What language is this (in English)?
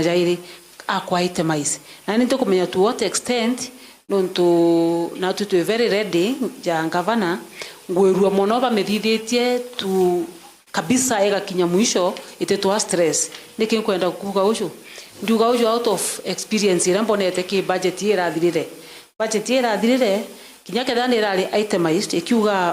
Meru